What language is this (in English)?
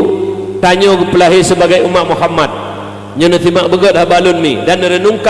Achinese